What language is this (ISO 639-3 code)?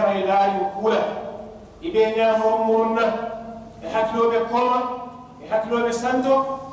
man